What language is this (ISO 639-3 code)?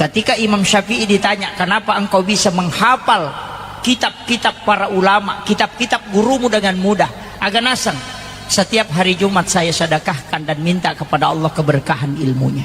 bug